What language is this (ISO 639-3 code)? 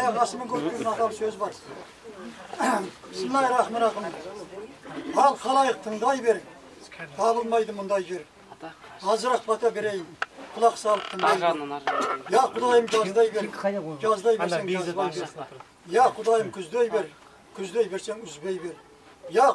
kaz